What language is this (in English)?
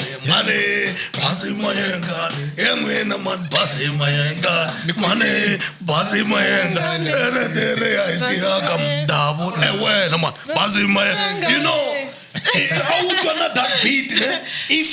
Tsonga